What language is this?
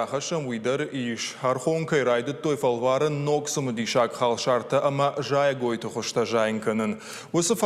Ossetic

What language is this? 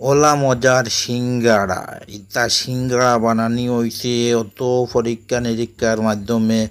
Sylheti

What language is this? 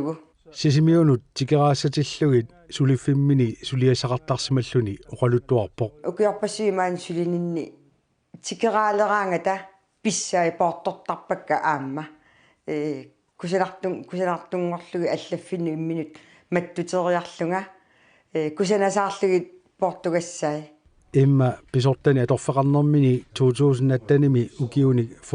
Kalaallisut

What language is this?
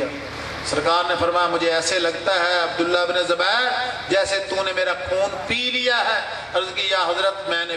Urdu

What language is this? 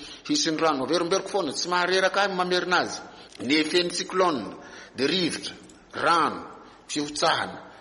Malagasy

